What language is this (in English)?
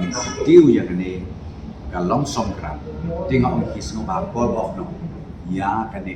Khasi